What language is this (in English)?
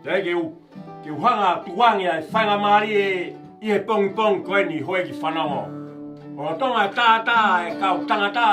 Tongan